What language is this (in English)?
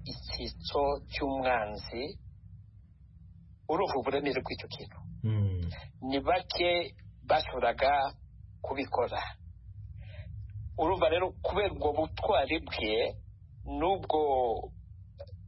Kinyarwanda